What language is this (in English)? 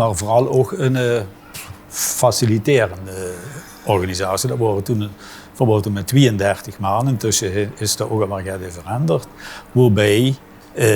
Limburgish